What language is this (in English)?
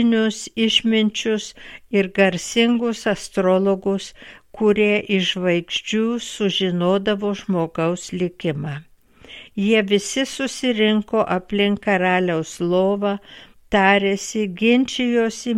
Lithuanian